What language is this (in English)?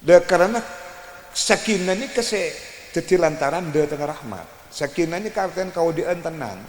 Madurese